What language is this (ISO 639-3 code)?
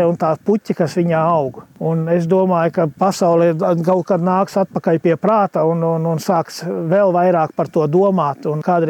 lav